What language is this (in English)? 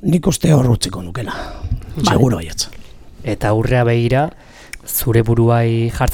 Basque